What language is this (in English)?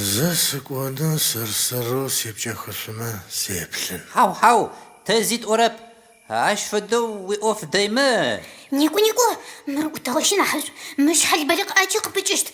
Adyghe